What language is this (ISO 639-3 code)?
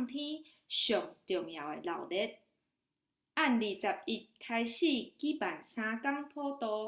nan